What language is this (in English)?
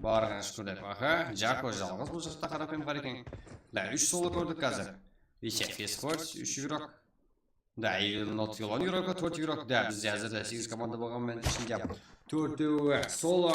Kara-Kalpak